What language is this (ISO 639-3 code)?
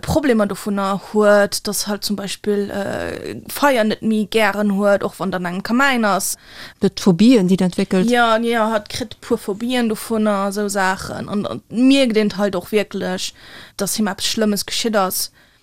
ltz